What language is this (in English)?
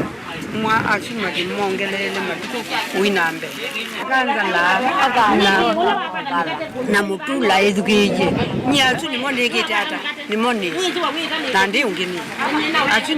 Kamba